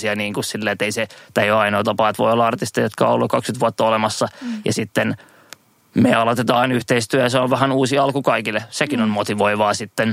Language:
Finnish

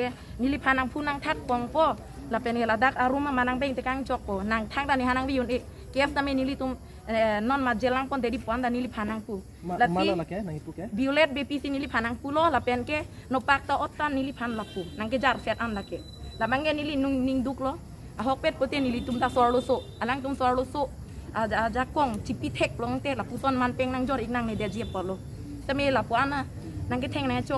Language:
Karbi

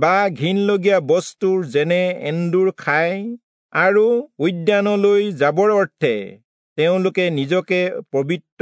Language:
Assamese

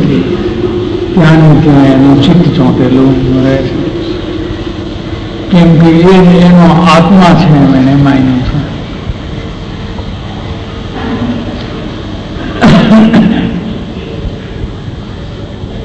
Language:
Gujarati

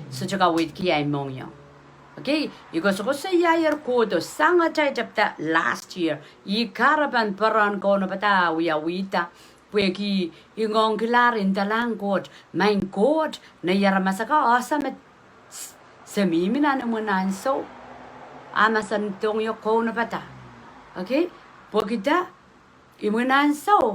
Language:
Pohnpeian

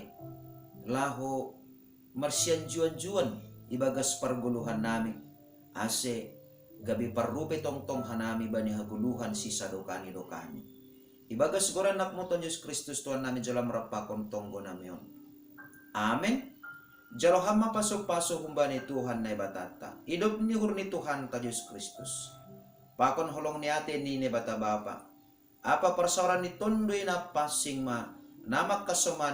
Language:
Batak Simalungun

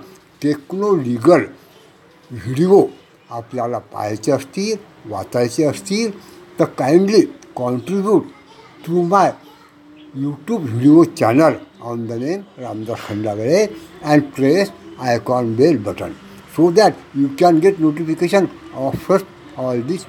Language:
Marathi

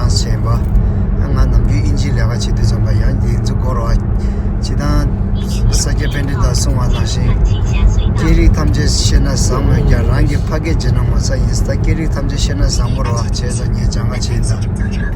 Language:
Tibetan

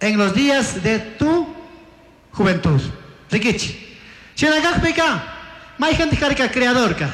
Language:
Chimborazo Highland Quichua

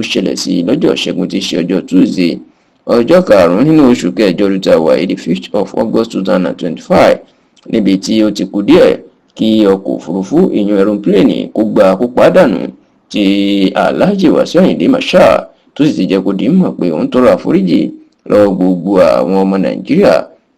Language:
Yoruba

